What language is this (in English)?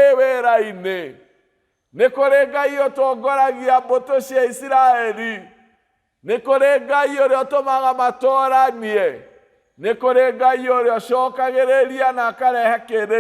Kikuyu